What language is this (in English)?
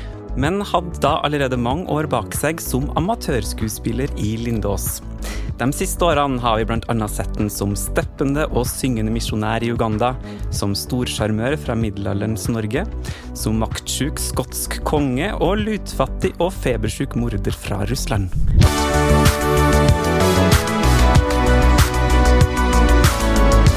Norwegian